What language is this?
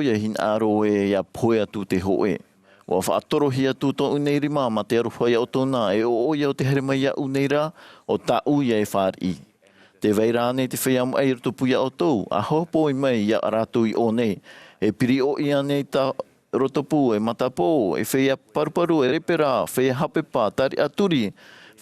Tahitian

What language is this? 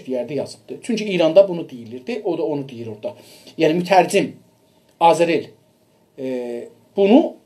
South Azerbaijani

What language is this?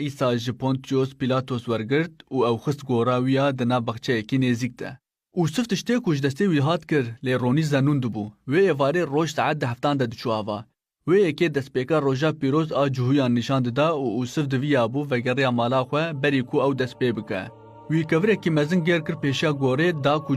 Kurdish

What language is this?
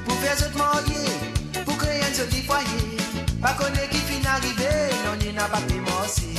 Morisyen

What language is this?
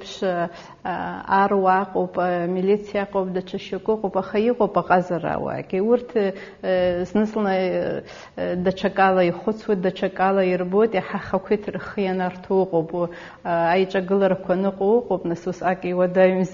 Abkhazian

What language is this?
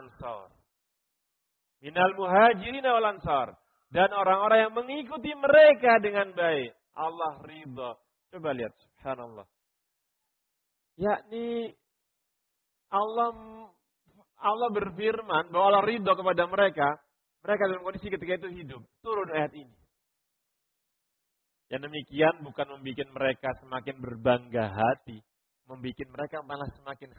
Indonesian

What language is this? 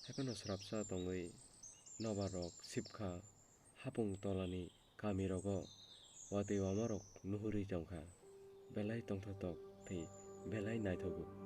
Kok Borok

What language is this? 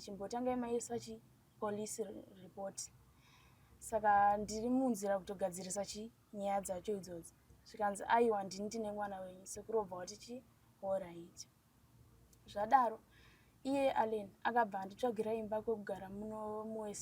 Shona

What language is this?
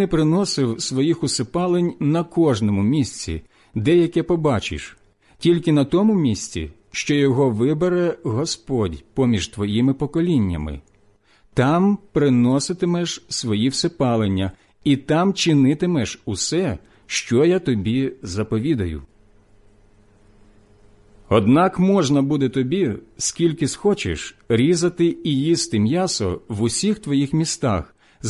Ukrainian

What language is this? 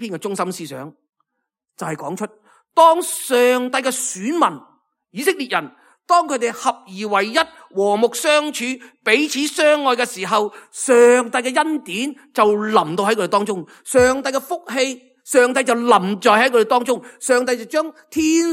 Cantonese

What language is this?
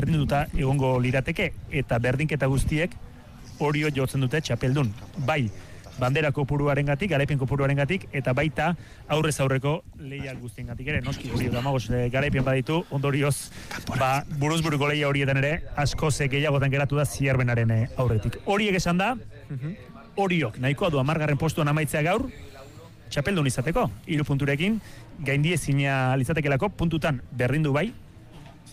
Basque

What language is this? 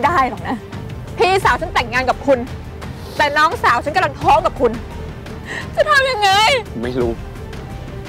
Thai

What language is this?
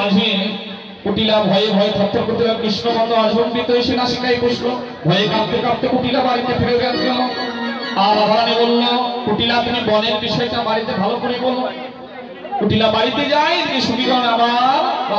Bangla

